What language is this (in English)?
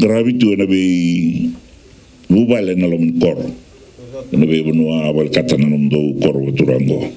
Fijian